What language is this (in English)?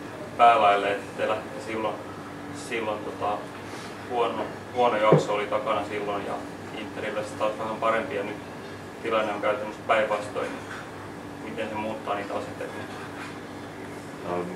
Finnish